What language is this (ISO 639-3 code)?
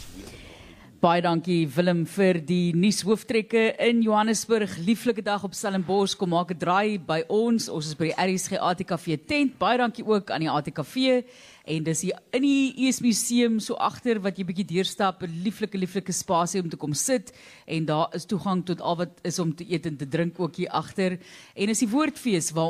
afr